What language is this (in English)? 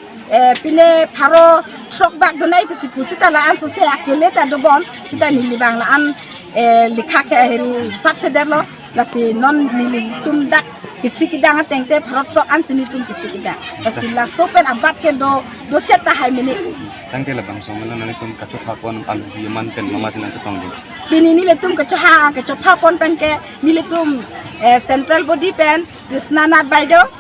Karbi